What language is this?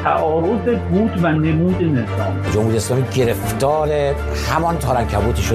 Persian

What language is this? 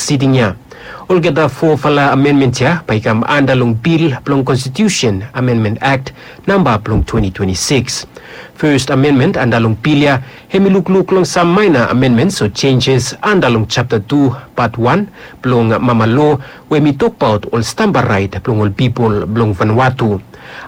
Bislama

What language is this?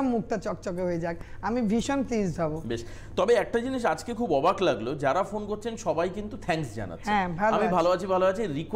Bangla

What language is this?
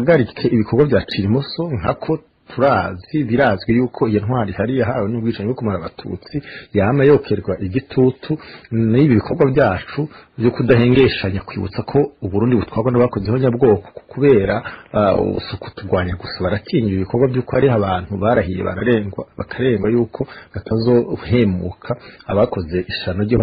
Rundi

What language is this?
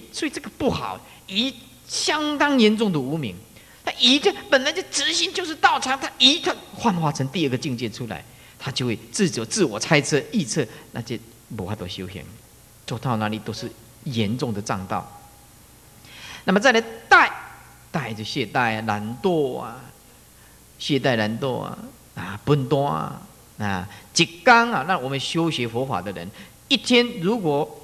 Chinese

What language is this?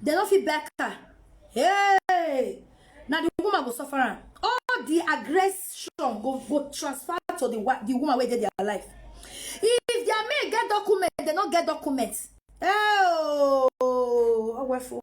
Nigerian Pidgin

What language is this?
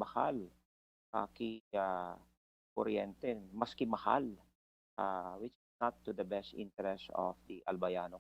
Bikol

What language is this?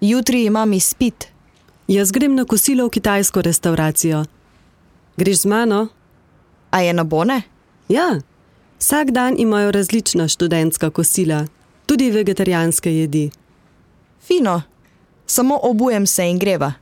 Slovenian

